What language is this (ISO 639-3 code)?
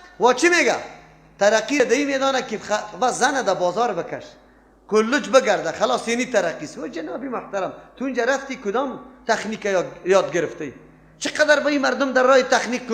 fas